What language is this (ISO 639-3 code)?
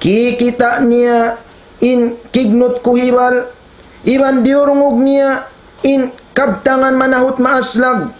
tsg